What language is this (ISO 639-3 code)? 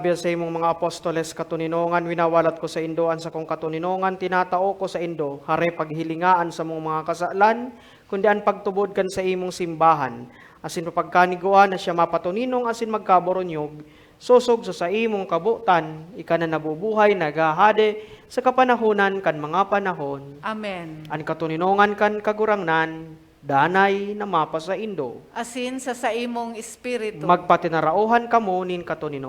bik